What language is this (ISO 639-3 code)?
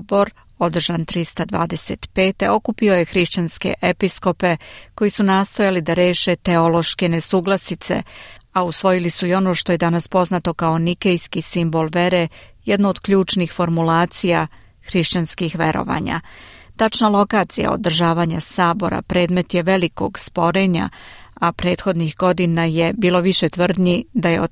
srp